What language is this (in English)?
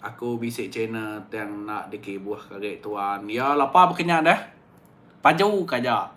Iban